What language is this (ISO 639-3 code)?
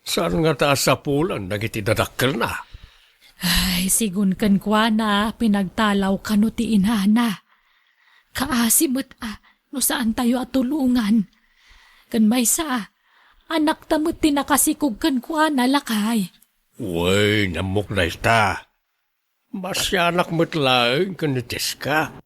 ilo